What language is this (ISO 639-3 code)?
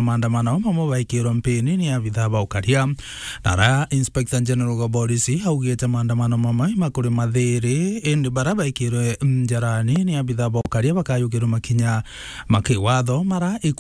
mer